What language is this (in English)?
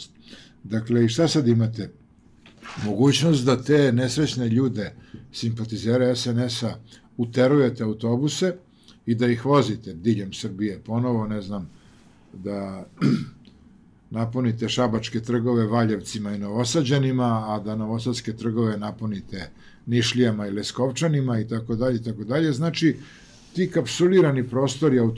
Serbian